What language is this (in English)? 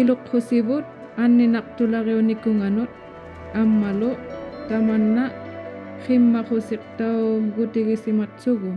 Inuktitut